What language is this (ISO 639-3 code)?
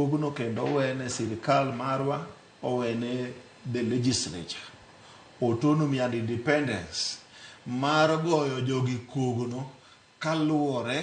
luo